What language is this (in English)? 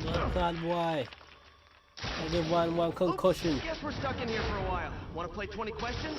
Jamaican Creole English